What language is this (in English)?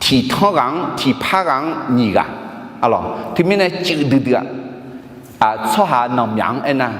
Akha